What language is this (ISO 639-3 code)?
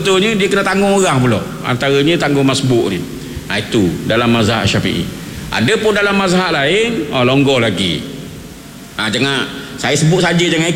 msa